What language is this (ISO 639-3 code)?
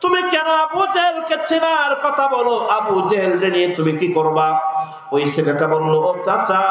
rhg